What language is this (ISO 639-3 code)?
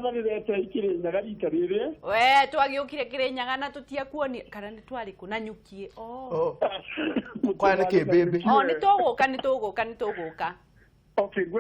kik